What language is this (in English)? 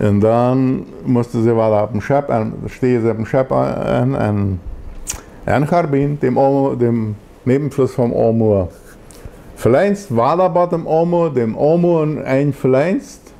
Plautdietsch